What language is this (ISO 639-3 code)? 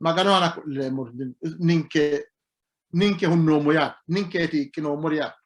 sid